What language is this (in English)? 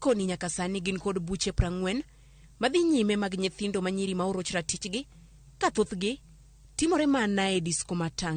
Luo (Kenya and Tanzania)